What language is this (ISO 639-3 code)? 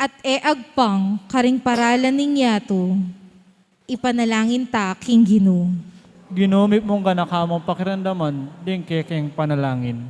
pam